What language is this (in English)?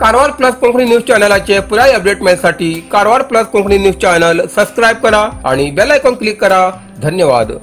Konkani